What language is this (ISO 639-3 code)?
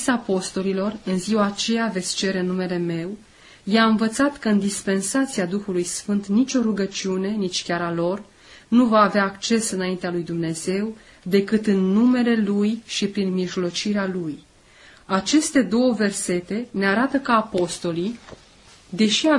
ron